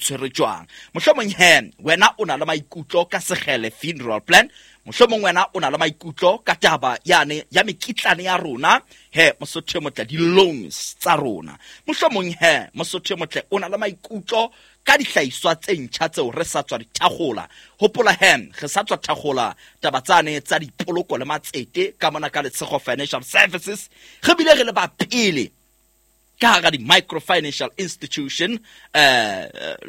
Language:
Southern Sotho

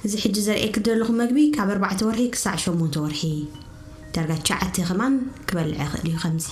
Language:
Tigrinya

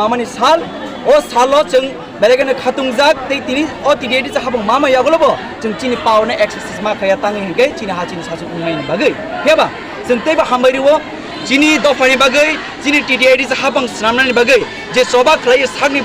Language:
Kok Borok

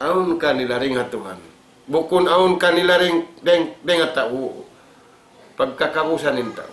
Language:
Tausug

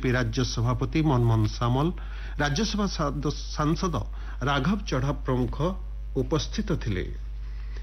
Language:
Odia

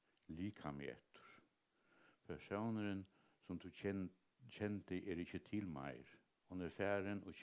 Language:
Faroese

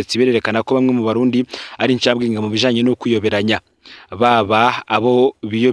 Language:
Rundi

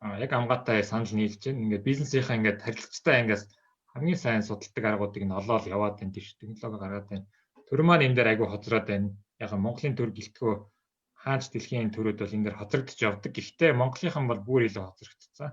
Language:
Mongolian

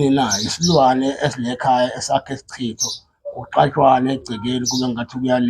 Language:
Zulu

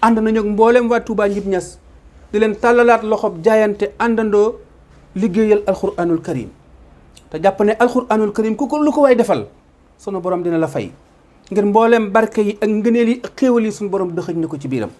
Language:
Wolof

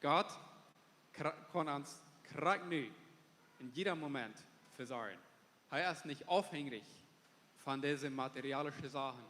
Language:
Plautdietsch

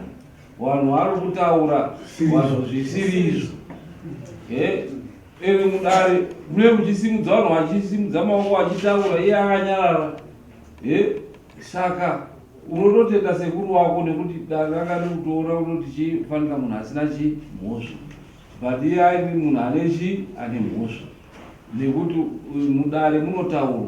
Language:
Shona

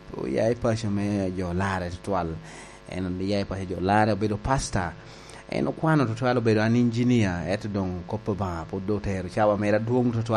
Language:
Lango (Uganda)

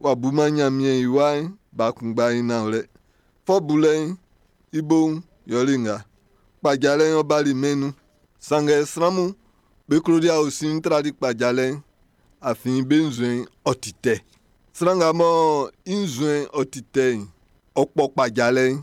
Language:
Baoulé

